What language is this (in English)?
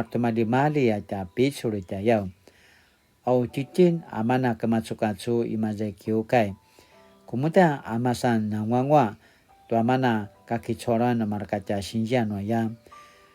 Paiwan